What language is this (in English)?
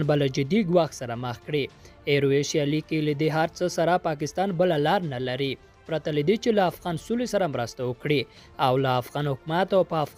Pashto